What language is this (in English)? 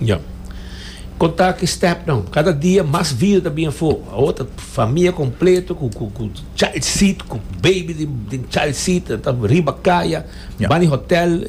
Papiamento